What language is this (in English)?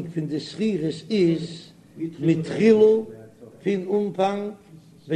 Yiddish